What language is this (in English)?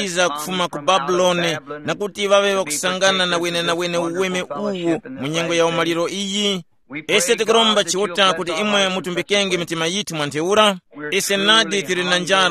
Tumbuka